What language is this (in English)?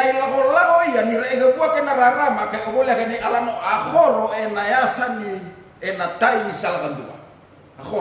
Fijian